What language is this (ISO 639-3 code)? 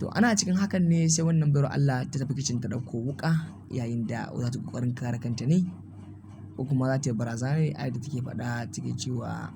hau